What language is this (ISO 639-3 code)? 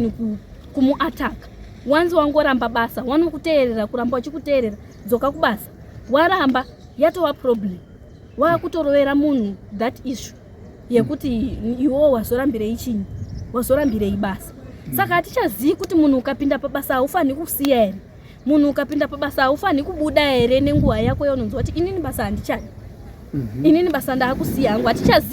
sna